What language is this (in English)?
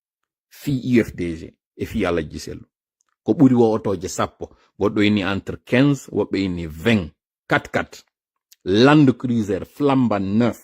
Pular